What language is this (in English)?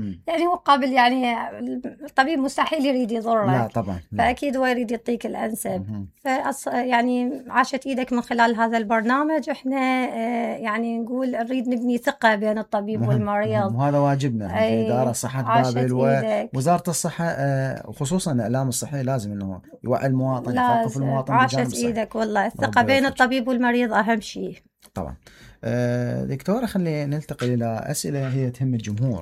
Mesopotamian Arabic